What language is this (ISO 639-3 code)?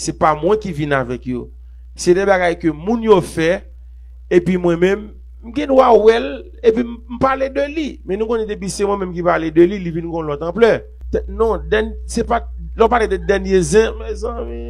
hat